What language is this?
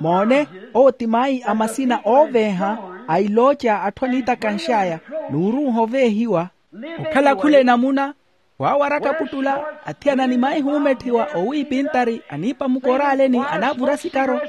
Makhuwa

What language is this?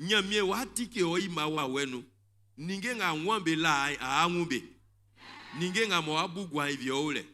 Baoulé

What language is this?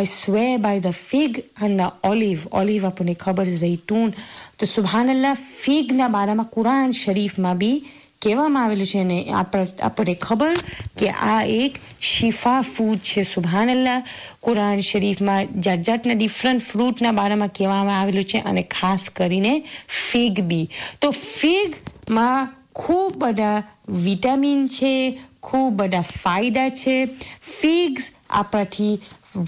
Gujarati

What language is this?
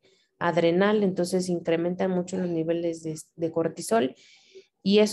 Spanish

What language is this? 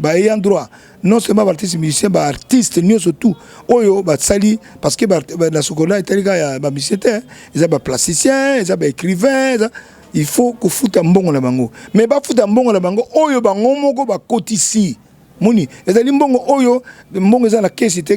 Lingala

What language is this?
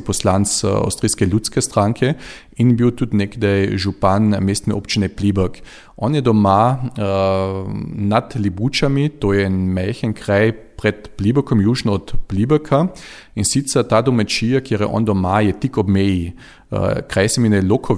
Slovenian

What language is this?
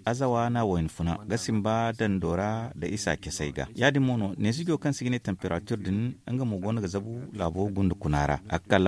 Zarma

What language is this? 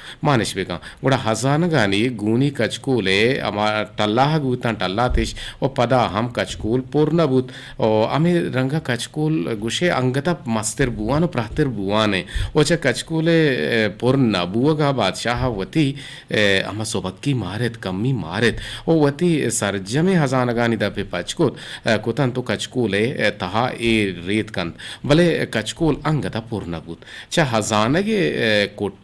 Eastern Balochi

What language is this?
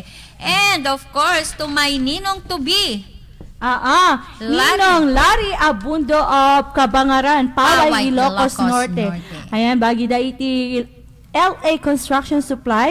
Iloko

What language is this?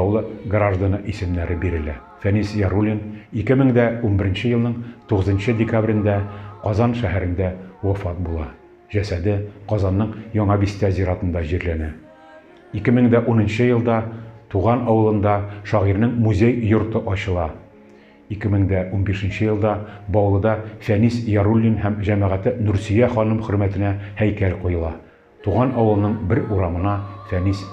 Tatar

